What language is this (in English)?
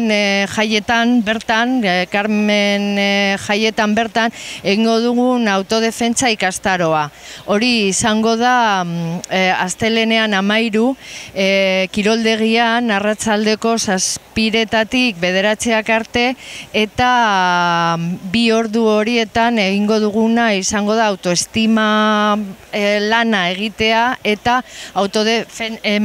Basque